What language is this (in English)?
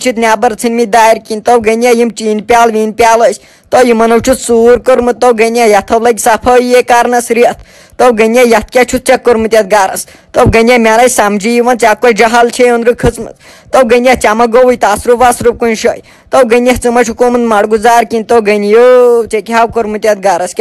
Kashmiri